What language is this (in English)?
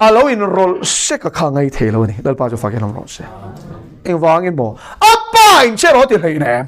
Mizo